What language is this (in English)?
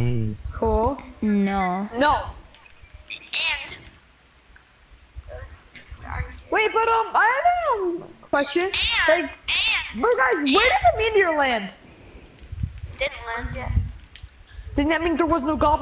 English